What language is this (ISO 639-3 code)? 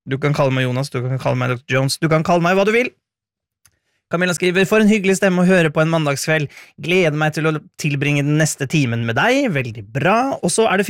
nor